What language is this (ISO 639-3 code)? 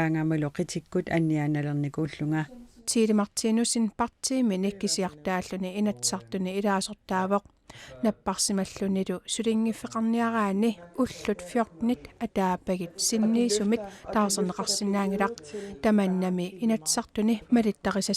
kal